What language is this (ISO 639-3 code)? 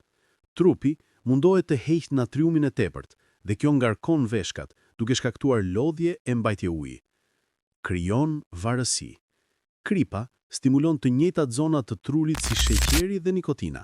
sqi